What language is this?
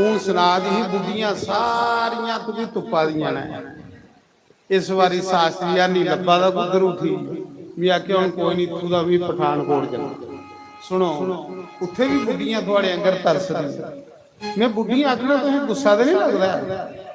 Dogri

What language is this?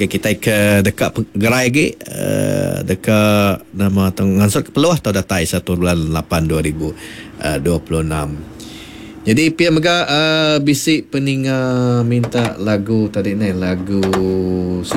Iban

